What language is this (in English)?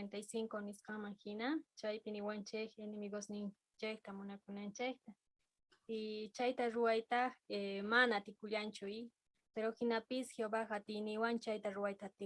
South Bolivian Quechua